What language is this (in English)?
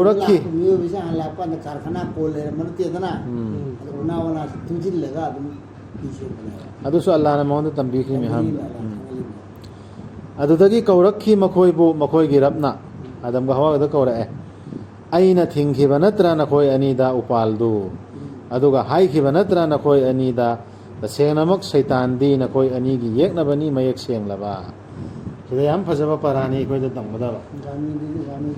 Manipuri